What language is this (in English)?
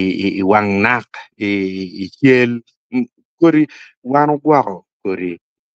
Acoli